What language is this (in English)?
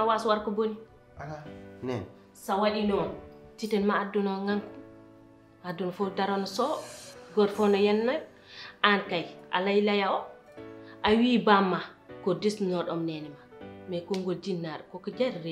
Fula